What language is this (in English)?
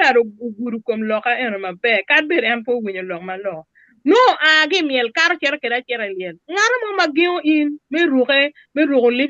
Acoli